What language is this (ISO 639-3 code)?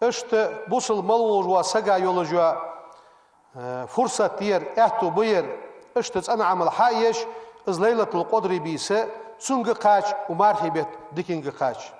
inh